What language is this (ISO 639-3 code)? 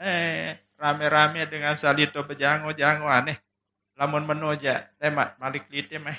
sas